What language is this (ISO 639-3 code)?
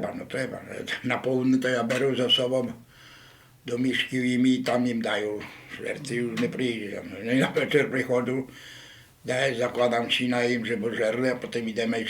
rue